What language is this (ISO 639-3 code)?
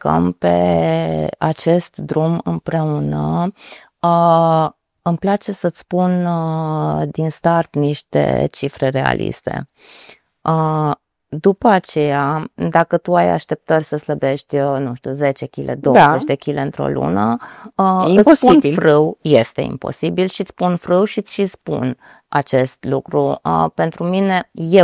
ron